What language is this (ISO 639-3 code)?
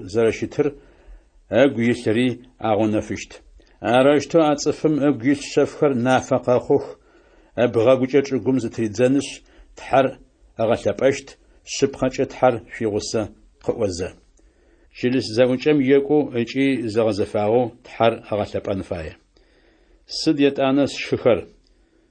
ady